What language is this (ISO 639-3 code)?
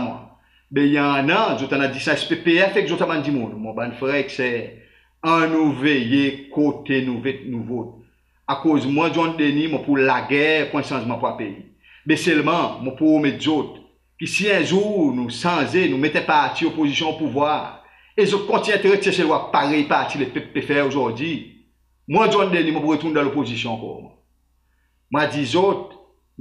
crs